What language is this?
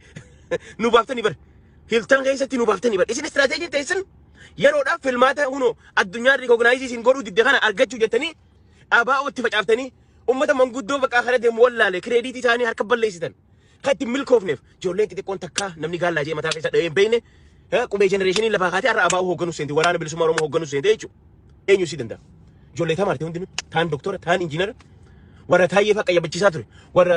Oromo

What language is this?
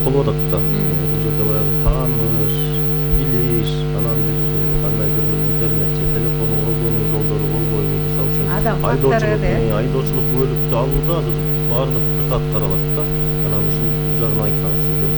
Kyrgyz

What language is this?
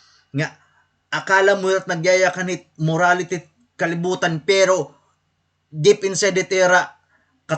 Waray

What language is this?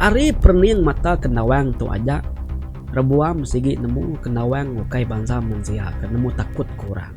Iban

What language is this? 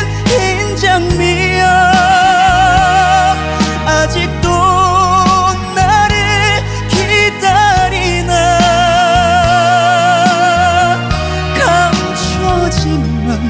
Korean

